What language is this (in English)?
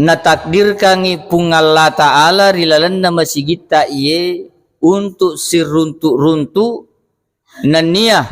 Buginese